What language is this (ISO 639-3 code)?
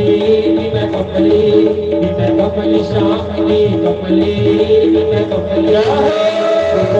doi